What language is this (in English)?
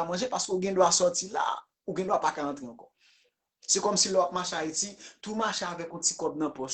Haitian Creole